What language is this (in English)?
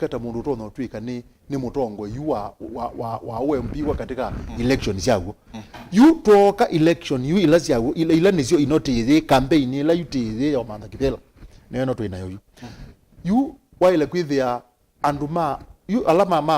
Kamba